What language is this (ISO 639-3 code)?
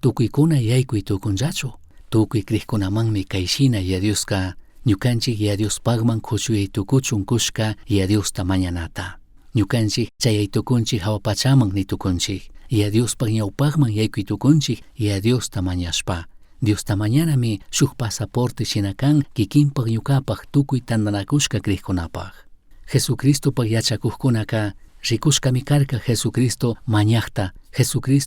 qug